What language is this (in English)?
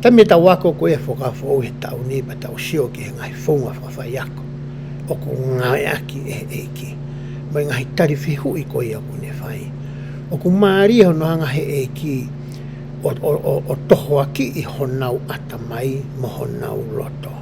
Tongan